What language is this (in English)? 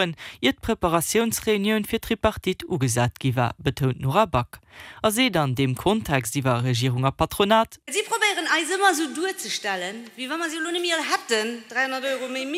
Luxembourgish